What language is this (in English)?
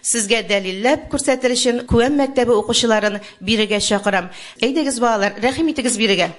Tatar